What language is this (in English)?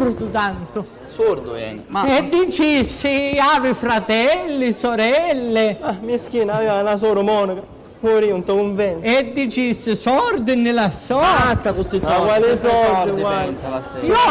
Sicilian